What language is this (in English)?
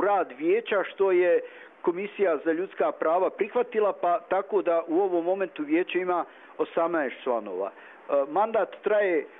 Bosnian